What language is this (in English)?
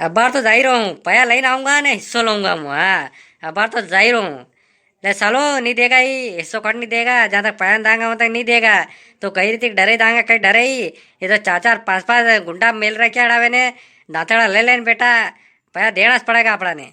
Rajasthani